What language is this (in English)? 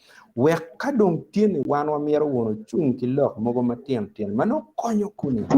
Acoli